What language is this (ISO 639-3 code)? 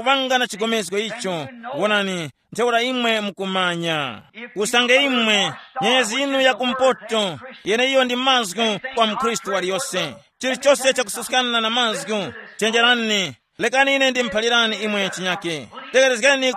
tum